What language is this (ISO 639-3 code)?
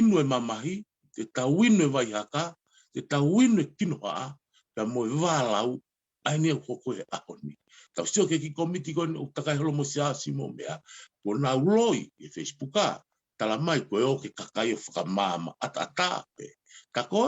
ton